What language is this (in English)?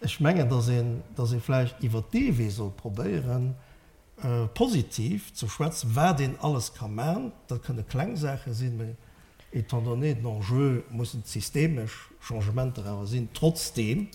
Luxembourgish